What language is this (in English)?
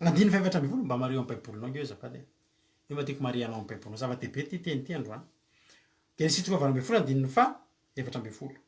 Malagasy